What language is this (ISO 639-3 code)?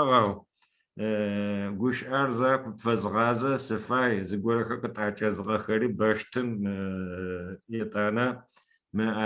ady